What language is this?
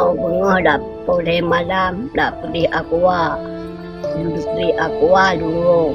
Achinese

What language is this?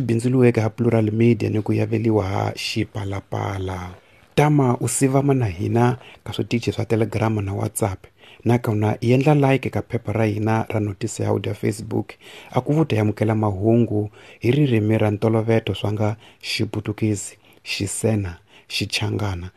Tsonga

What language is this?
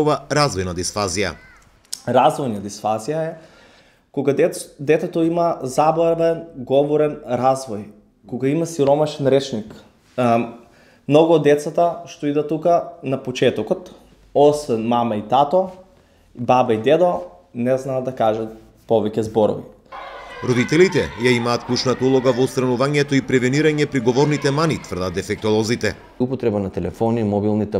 Macedonian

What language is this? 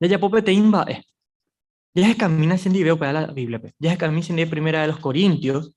Guarani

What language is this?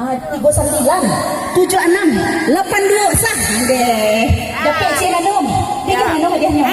Minangkabau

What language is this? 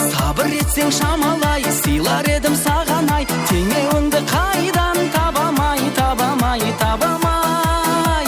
Kara-Kalpak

